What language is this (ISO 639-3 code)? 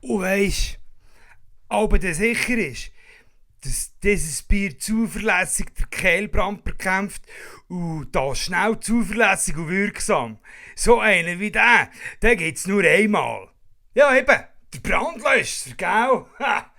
gsw